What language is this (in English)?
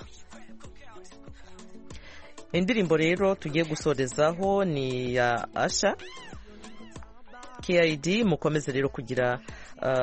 Kinyarwanda